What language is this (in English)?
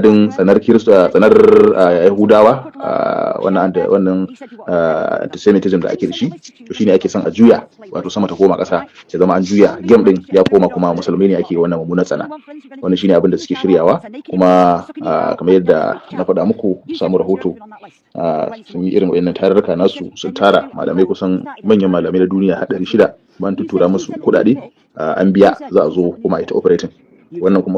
Hausa